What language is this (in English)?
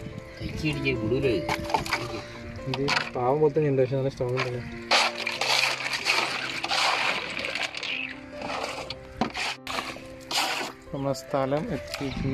Malayalam